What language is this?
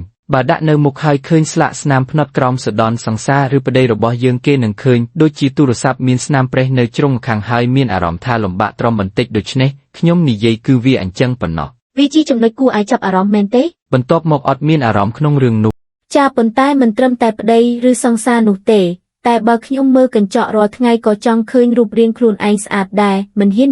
Khmer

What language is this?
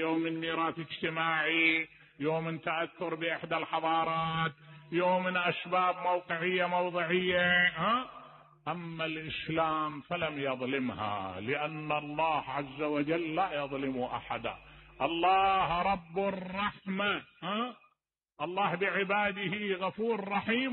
Mesopotamian Arabic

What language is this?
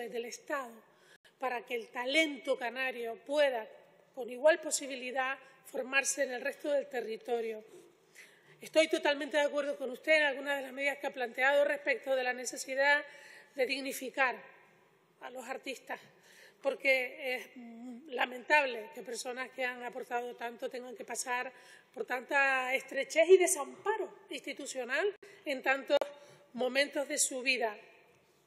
Spanish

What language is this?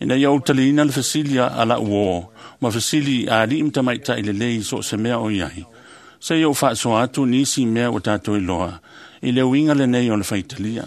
Samoan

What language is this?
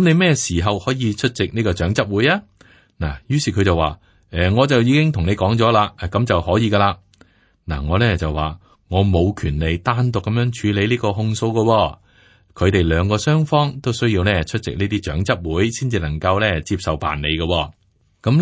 Cantonese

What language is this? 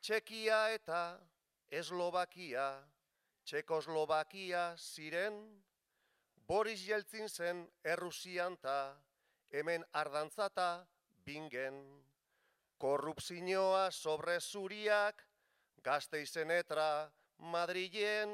Basque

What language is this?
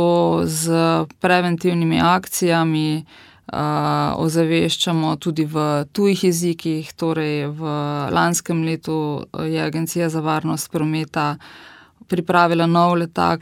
Slovenian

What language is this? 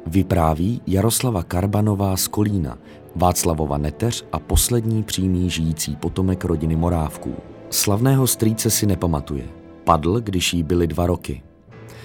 Czech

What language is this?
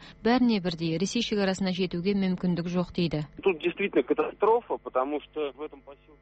Kazakh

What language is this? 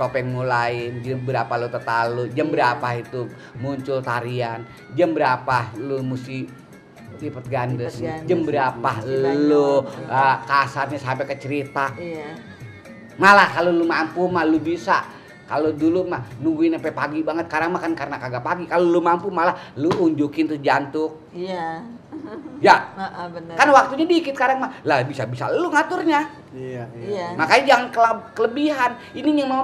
Betawi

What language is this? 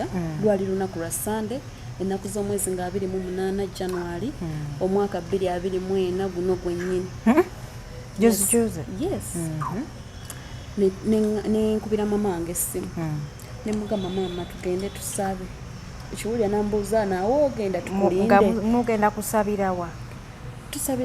Ganda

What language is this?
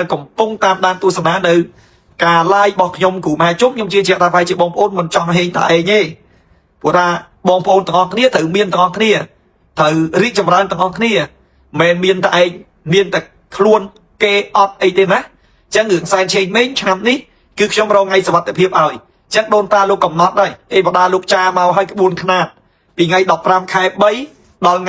Khmer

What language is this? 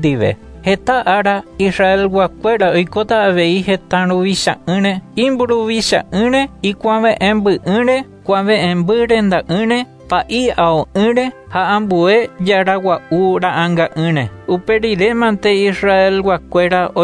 Guarani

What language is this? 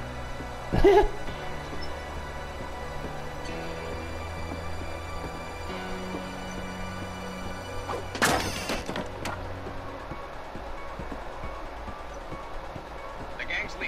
Hungarian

